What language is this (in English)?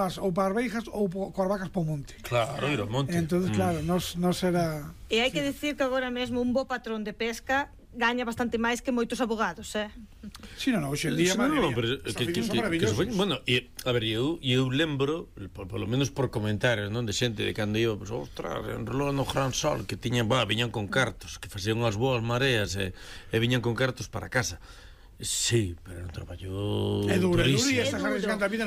Galician